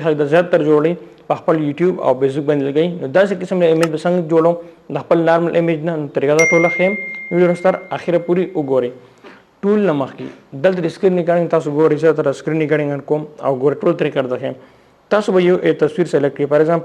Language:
Pashto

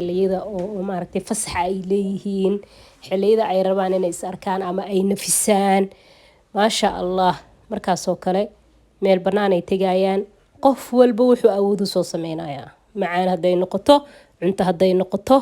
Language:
Somali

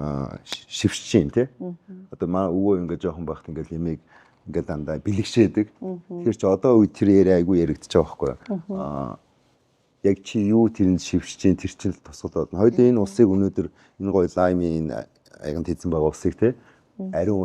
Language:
Mongolian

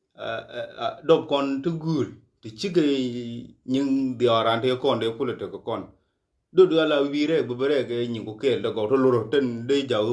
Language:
Nuer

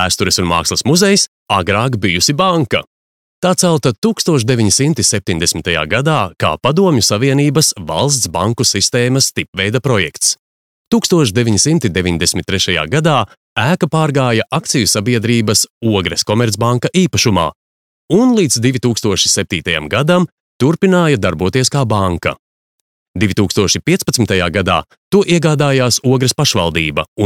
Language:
Latvian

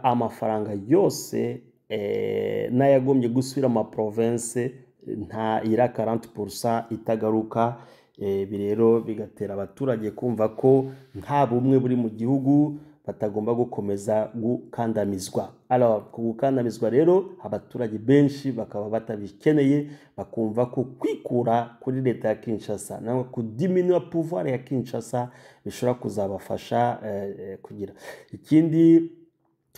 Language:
Kinyarwanda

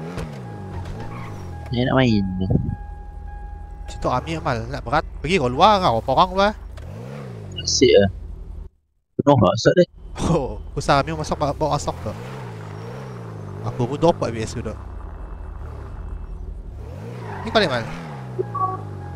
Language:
Malay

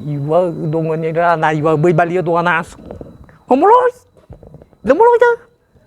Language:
Nias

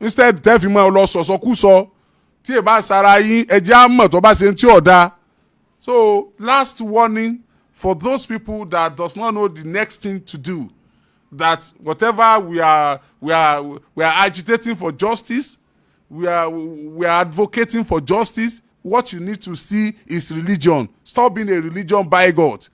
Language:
Yoruba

